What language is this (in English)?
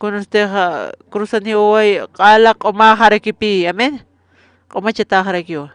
Aymara